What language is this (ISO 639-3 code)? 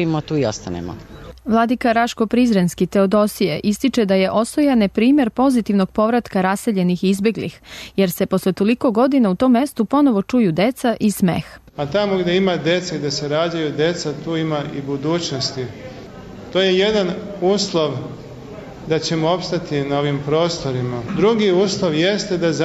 srp